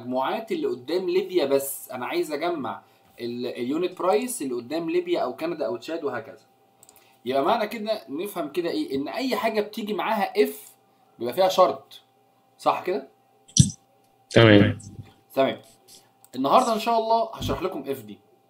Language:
Egyptian Arabic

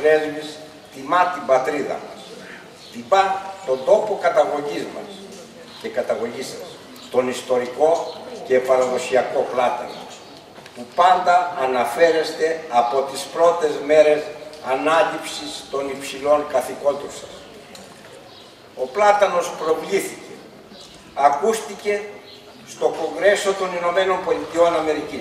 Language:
Greek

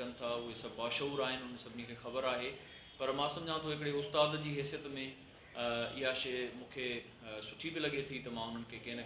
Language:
Sindhi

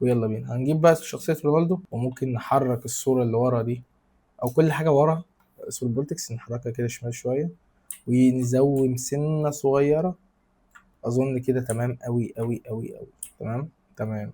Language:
Egyptian Arabic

